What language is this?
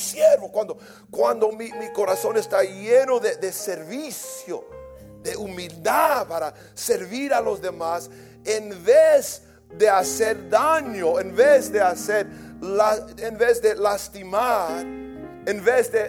Spanish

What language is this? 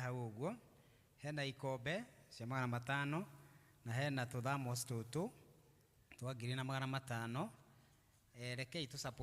Kikuyu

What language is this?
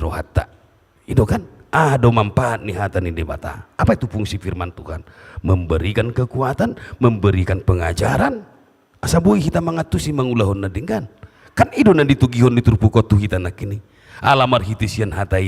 Batak Toba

